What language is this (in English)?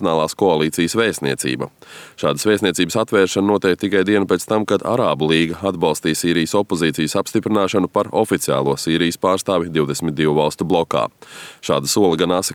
Latvian